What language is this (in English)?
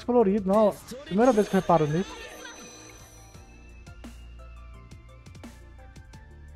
Portuguese